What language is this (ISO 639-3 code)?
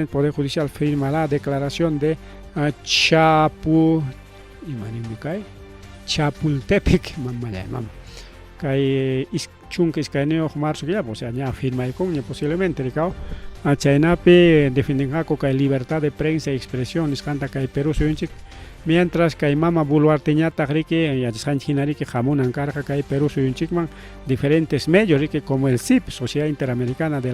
quy